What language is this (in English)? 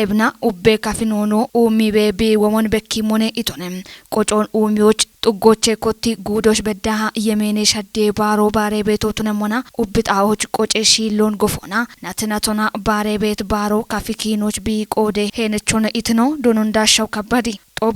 Kafa